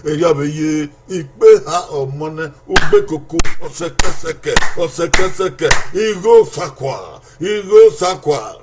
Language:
Bini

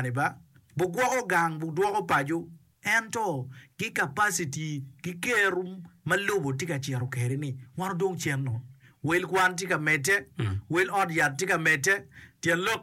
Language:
Acoli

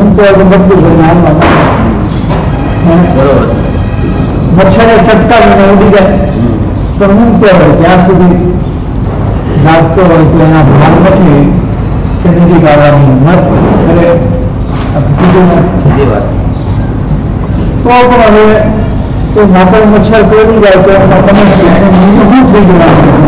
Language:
Gujarati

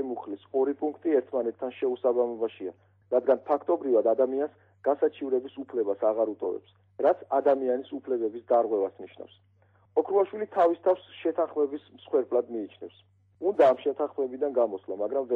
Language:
Georgian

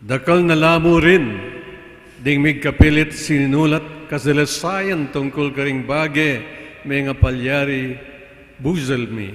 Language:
Pampanga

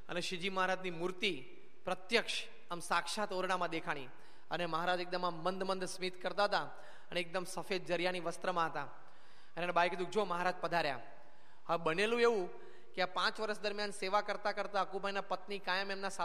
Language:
Gujarati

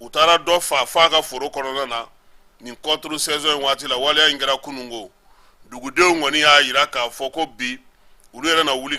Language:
Bambara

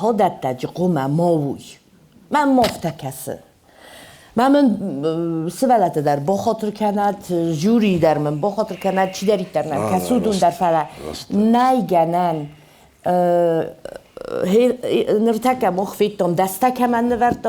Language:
Ossetic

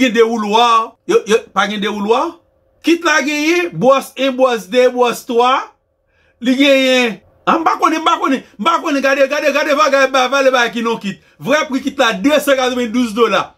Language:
Haitian Creole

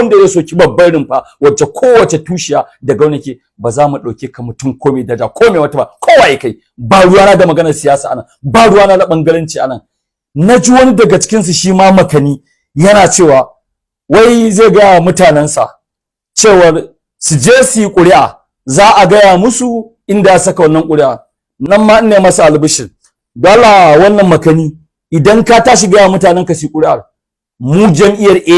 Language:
Hausa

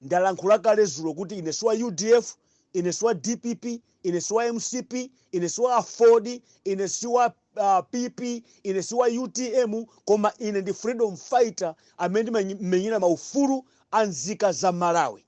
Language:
Nyanja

